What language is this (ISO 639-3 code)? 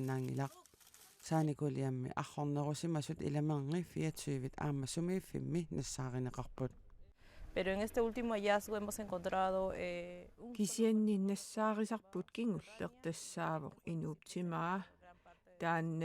kal